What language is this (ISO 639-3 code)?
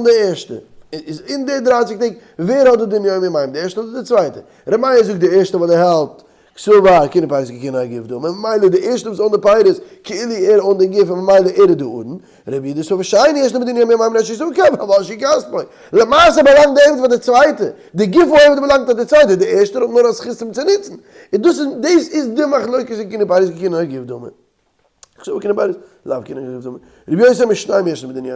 yid